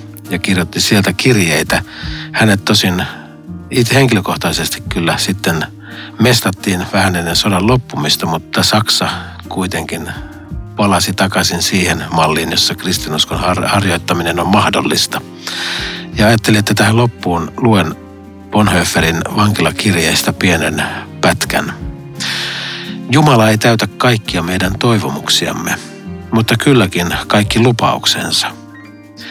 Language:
Finnish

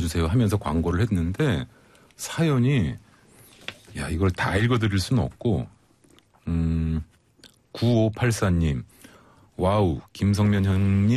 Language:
Korean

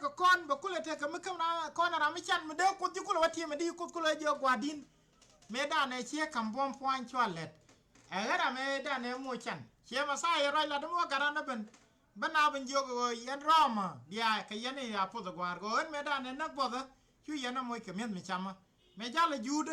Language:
Nuer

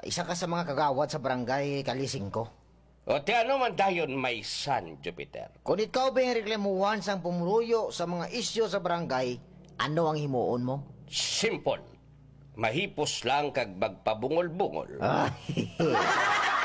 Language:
Hiligaynon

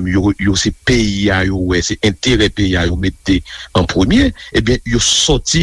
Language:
Haitian Creole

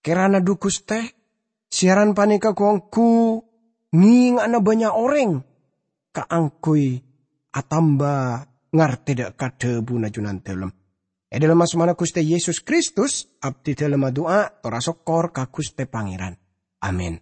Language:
Madurese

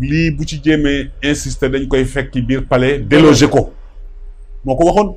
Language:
Wolof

